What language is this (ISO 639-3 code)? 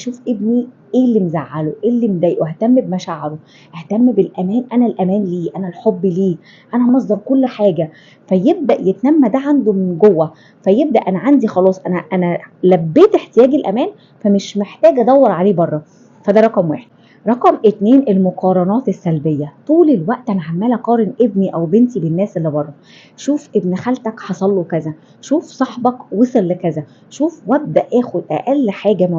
arz